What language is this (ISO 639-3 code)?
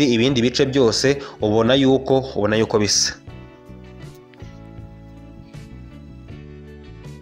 kin